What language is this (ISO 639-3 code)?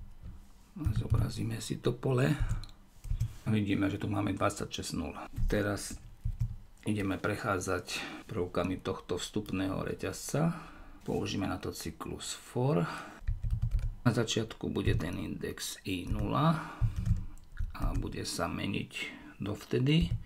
slk